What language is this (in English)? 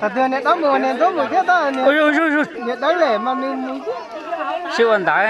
Hmong